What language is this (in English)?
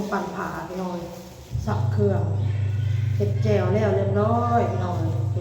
Northeastern Thai